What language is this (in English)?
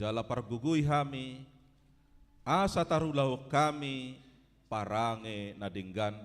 Batak Toba